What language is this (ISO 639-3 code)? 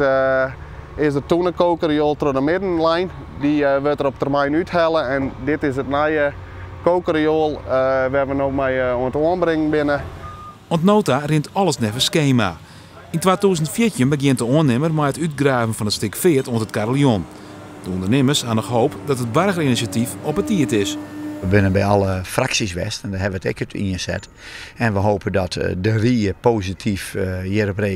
fry